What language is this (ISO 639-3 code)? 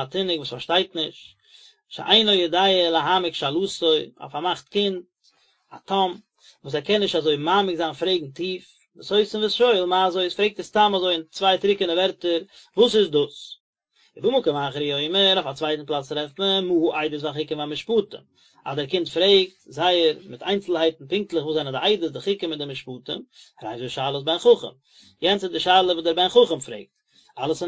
yid